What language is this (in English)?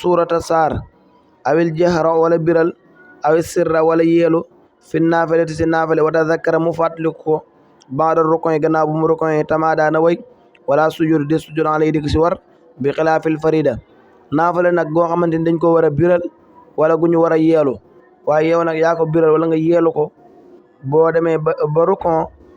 Wolof